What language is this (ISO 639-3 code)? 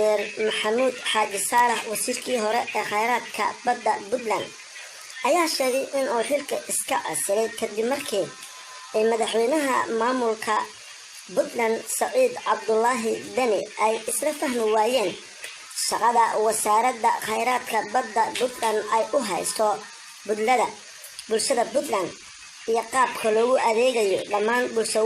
som